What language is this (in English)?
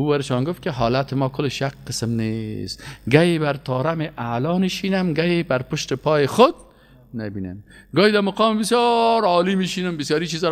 Persian